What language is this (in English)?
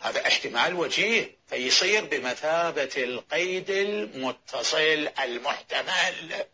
Mesopotamian Arabic